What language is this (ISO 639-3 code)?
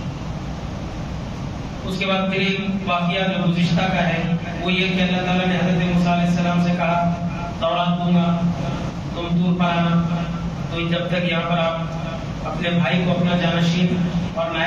urd